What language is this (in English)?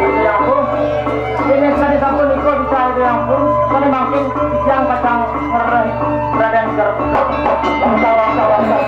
Balinese